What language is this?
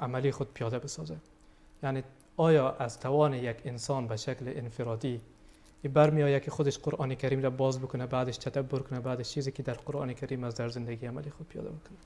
Persian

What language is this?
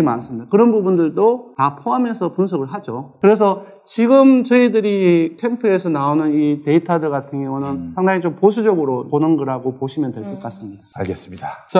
Korean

